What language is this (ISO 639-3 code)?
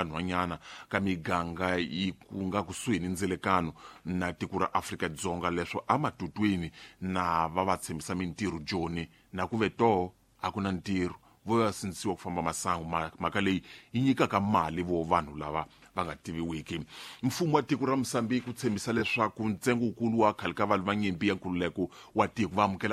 tso